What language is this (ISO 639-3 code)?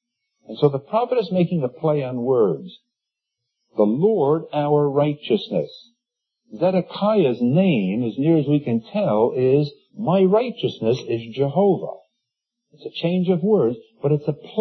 eng